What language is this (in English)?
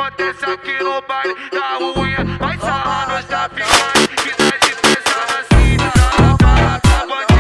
Portuguese